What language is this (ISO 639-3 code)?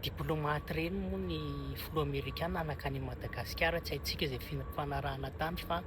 mlg